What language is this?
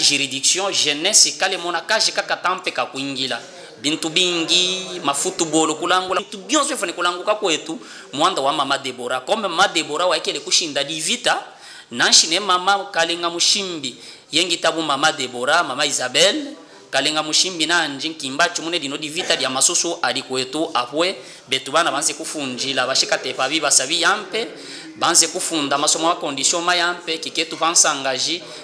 Luba-Katanga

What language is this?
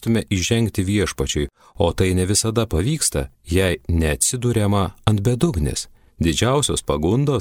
Lithuanian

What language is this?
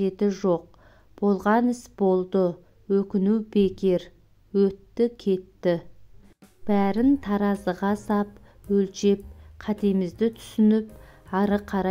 Kazakh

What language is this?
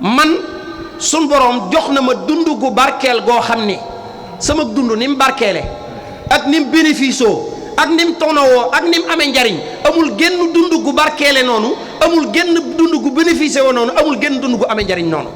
Wolof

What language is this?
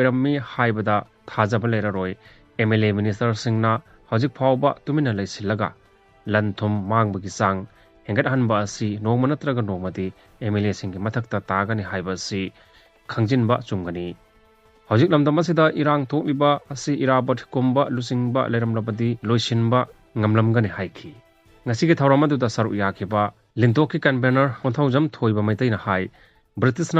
Manipuri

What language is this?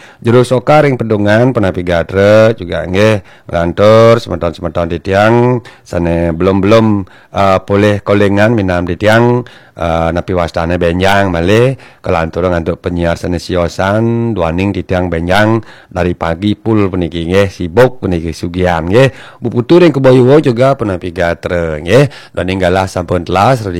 Balinese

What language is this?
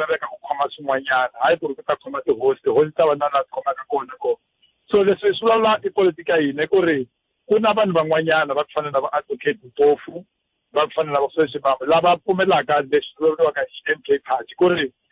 Tsonga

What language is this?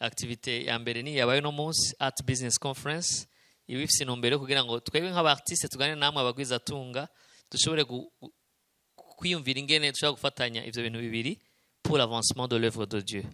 Rundi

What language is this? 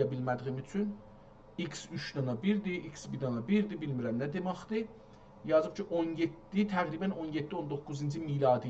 South Azerbaijani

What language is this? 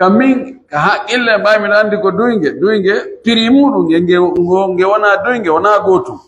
Pular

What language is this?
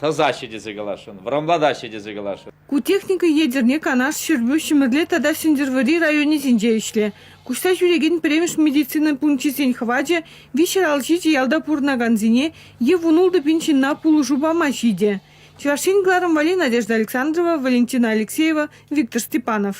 Chuvash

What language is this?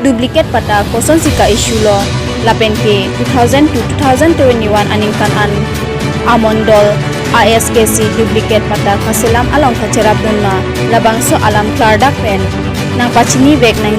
Karbi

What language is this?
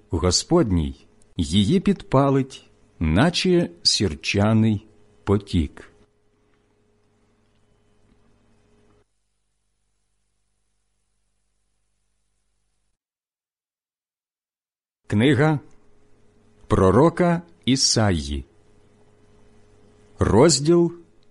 Ukrainian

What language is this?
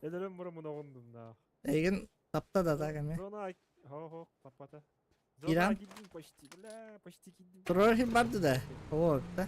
Yakut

